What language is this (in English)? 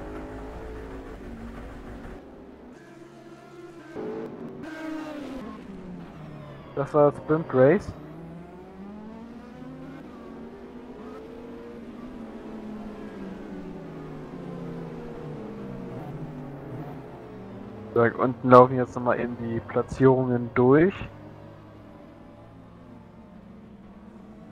German